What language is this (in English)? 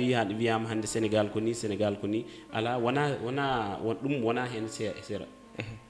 Fula